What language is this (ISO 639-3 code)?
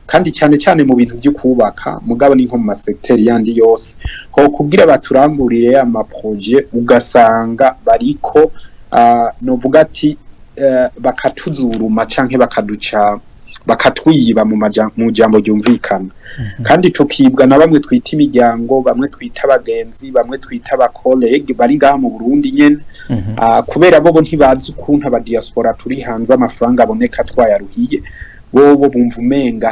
run